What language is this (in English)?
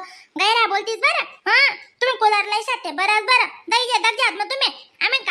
Khandesi